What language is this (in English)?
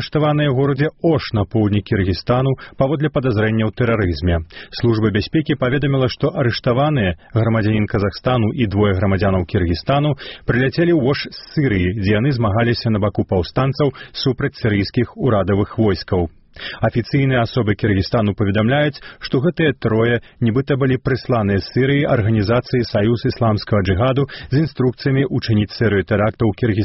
Belarusian